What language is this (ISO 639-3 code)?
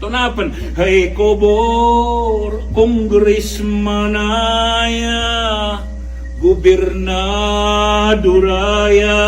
mrw